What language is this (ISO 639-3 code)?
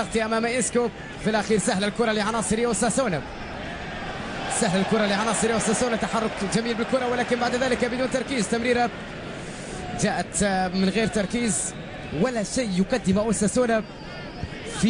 ara